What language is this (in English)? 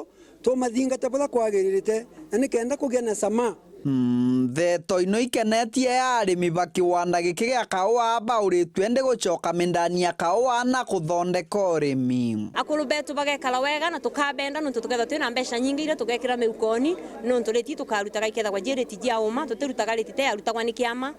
Meru